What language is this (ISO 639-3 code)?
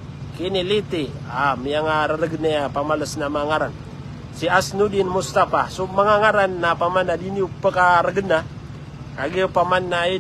mrw